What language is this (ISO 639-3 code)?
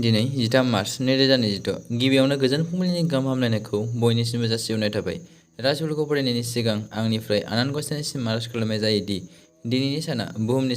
brx